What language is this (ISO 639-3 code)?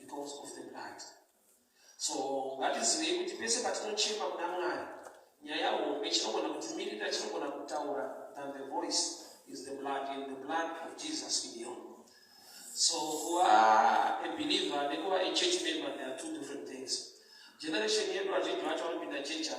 sna